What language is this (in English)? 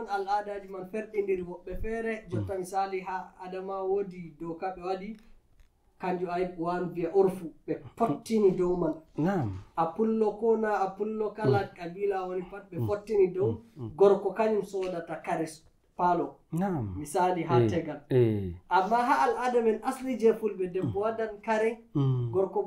Nigerian Fulfulde